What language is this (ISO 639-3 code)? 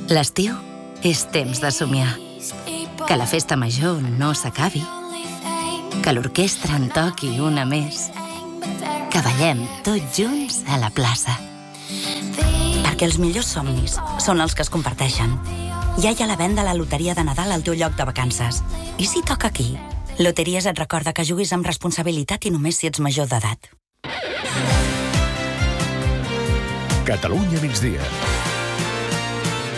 cat